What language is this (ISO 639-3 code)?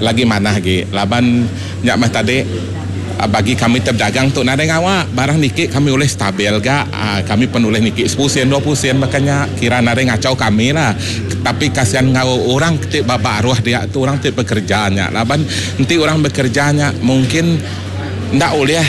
iba